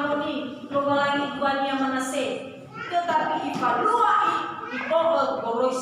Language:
Nias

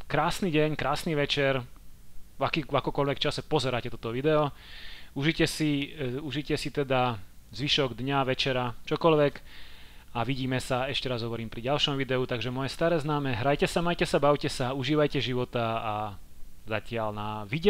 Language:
Slovak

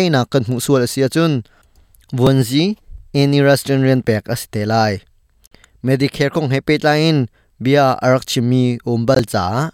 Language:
Hakha Chin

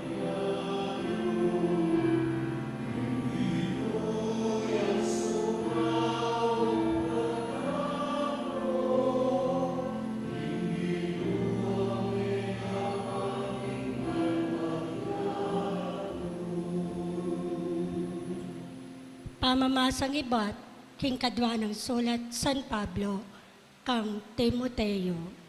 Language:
Pampanga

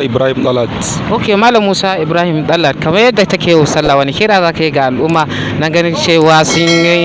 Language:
Hausa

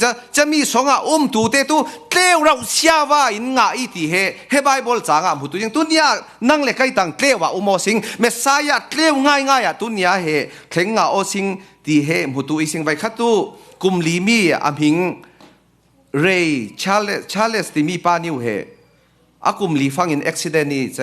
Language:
Falam Chin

